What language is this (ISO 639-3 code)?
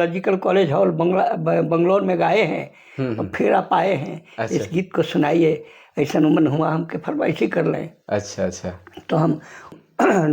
sck